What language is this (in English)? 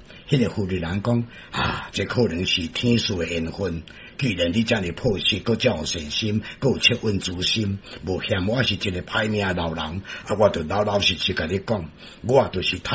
Min Nan Chinese